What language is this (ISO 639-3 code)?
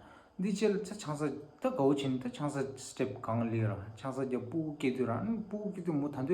bod